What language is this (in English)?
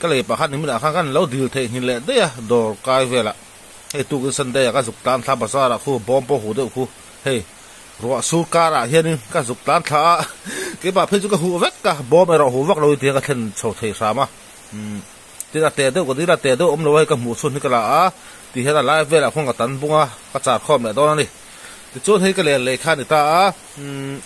Mizo